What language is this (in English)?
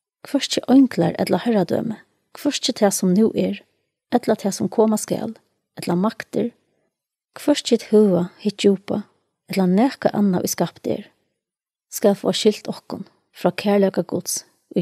Faroese